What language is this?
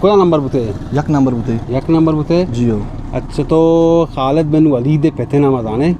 Eastern Balochi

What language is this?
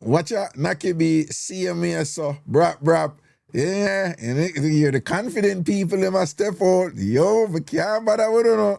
Jamaican Creole English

